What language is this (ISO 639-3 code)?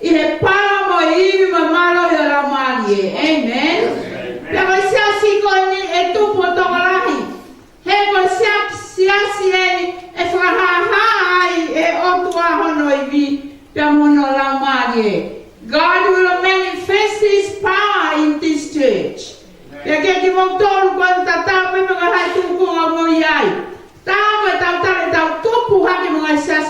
ton